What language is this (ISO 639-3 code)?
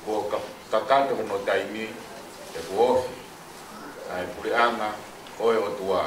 ton